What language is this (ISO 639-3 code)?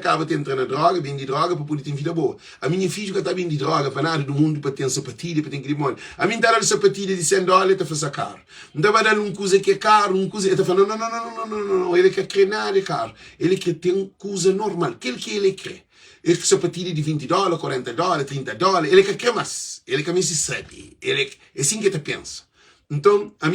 kea